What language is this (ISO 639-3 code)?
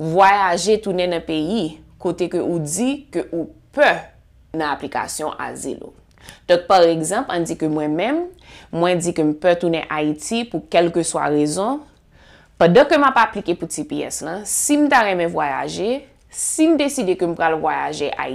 hat